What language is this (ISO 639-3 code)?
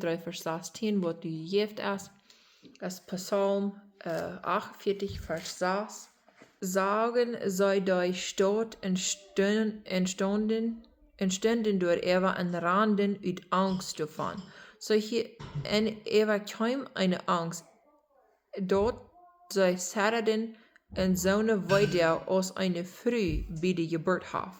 pdt